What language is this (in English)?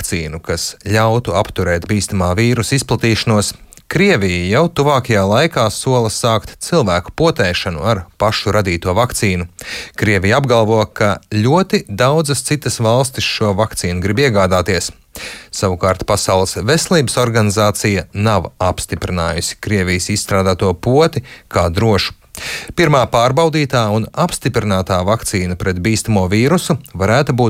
Latvian